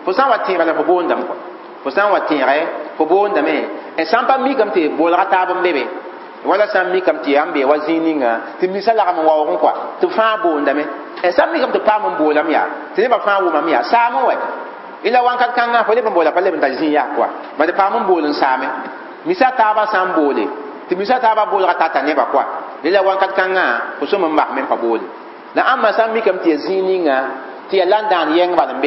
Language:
Mossi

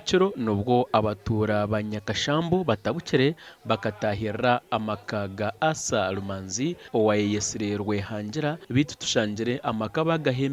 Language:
Nyankole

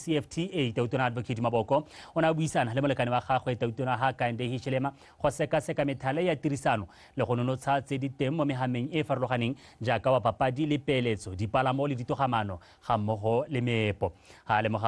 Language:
Tswana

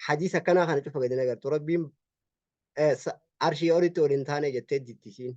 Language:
Oromo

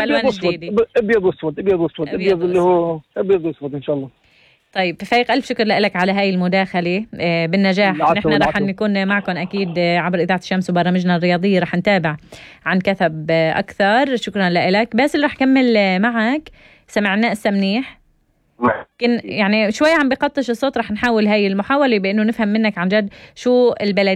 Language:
North Levantine Arabic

